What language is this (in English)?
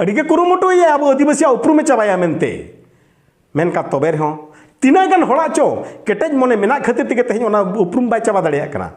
Santali